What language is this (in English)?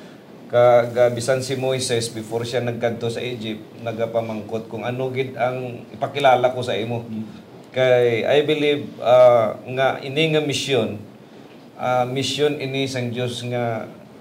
Hiligaynon